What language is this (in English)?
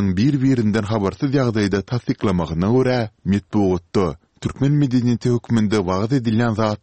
Turkmen